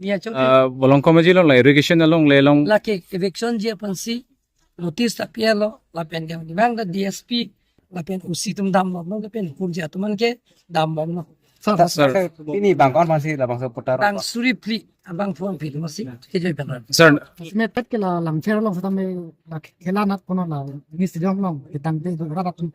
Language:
Karbi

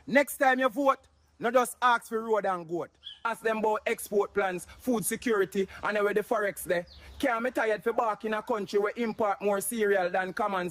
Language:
Jamaican Creole English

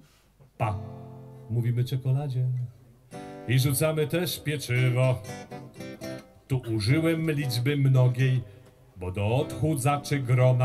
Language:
Polish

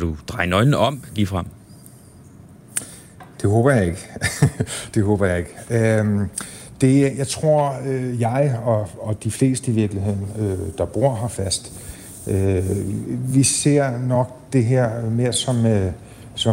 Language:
Danish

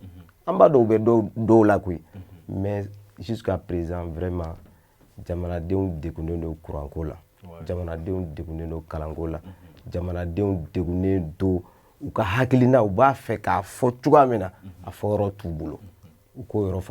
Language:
Bambara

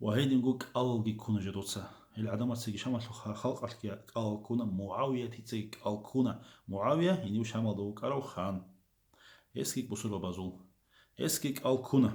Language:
Avaric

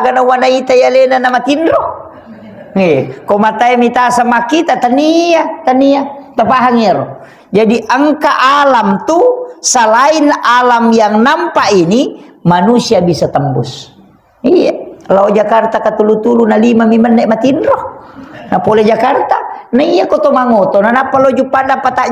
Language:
Buginese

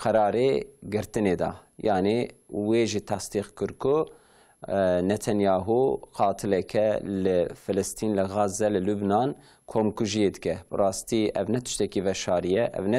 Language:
Kurdish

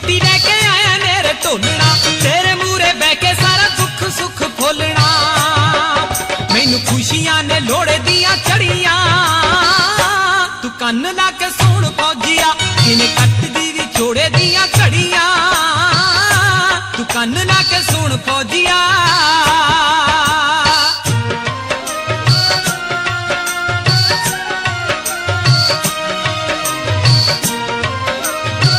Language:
Punjabi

